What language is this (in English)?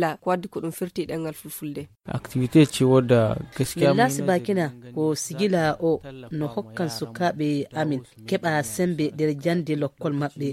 Fula